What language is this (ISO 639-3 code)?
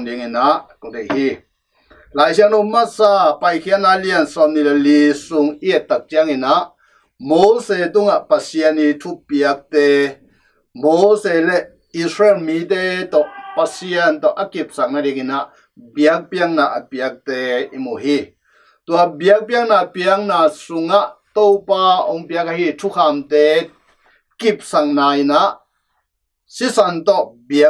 ctd